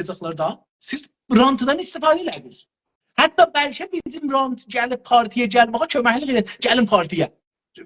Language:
South Azerbaijani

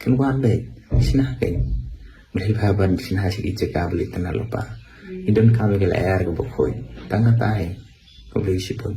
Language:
Khasi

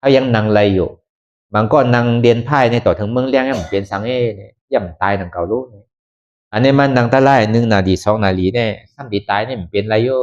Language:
Shan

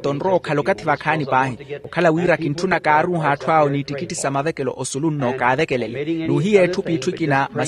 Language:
Makhuwa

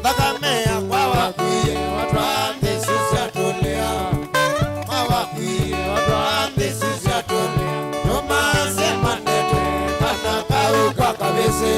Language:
Kamba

